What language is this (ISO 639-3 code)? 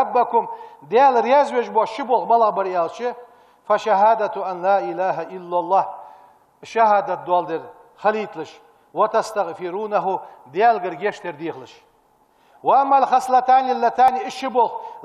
inh